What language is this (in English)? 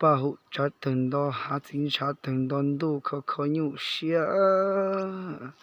Hmong